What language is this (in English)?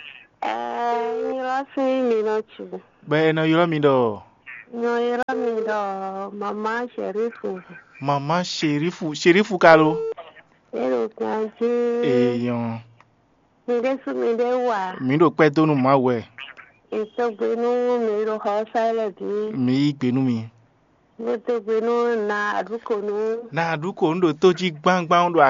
Fon